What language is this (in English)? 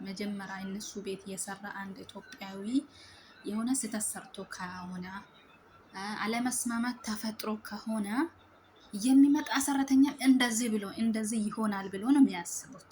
Amharic